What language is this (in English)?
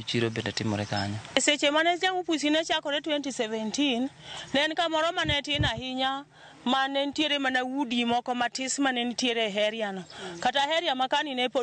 Luo (Kenya and Tanzania)